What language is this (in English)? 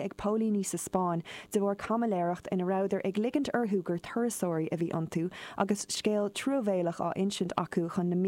Irish